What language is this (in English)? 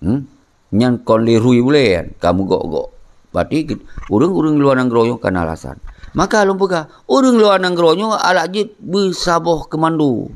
Achinese